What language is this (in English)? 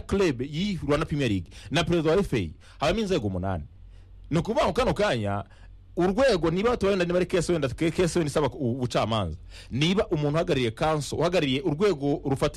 Kinyarwanda